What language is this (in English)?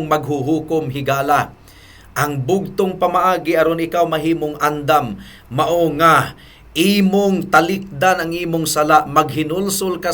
Cebuano